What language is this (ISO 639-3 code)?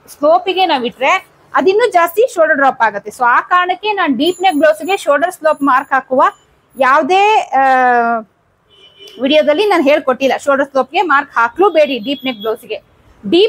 kan